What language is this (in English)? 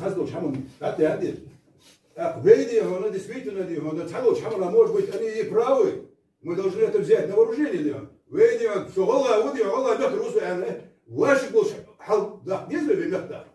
Ingush